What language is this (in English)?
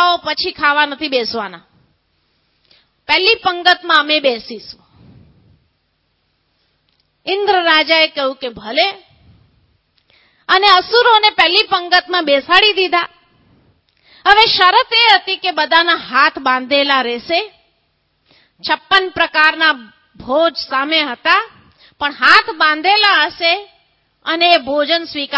Gujarati